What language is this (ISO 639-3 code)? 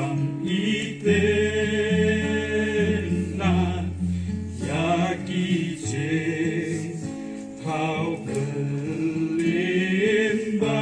kha